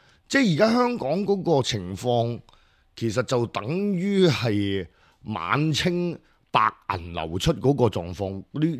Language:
Cantonese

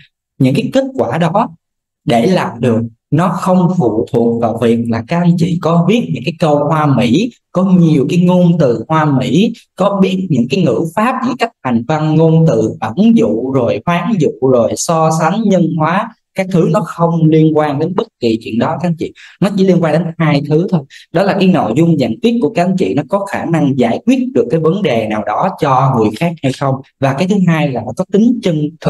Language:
Vietnamese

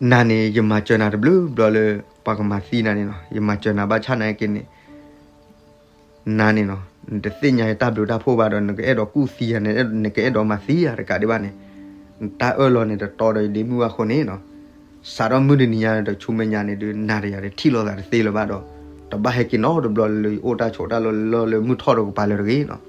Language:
S'gaw Karen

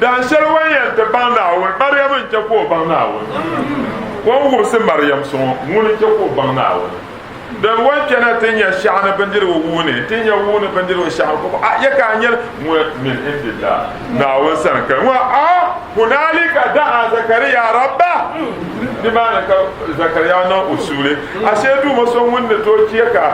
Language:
Dagbani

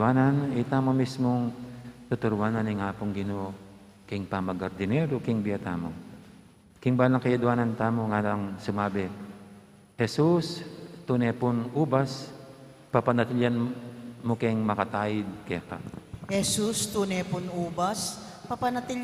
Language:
Pampanga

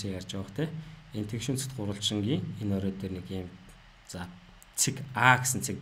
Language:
Mongolian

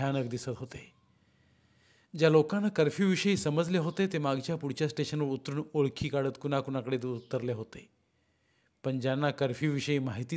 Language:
Marathi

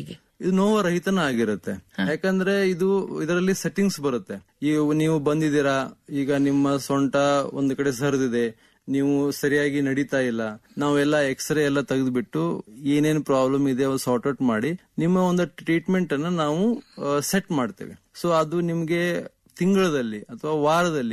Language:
Kannada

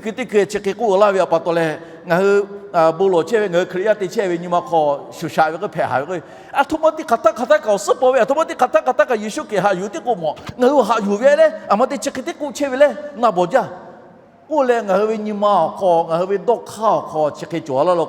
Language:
Lahu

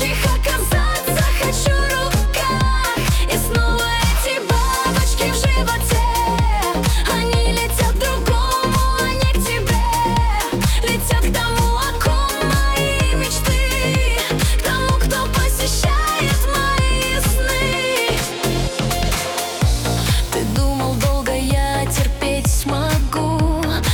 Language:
Russian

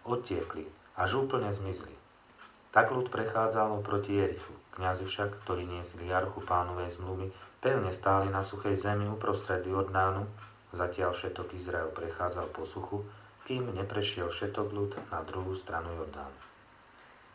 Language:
Slovak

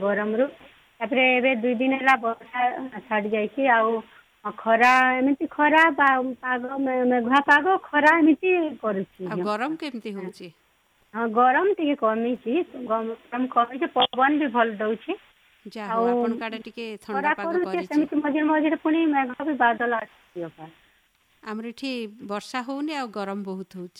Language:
Odia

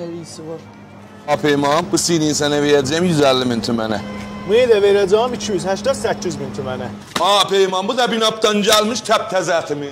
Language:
South Azerbaijani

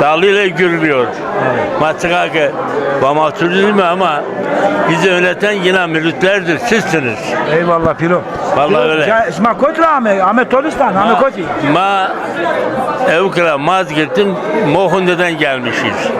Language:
Zaza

